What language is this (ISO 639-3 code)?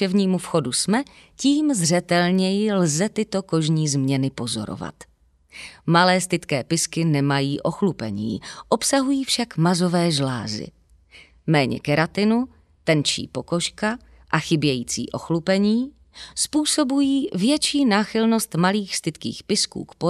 ces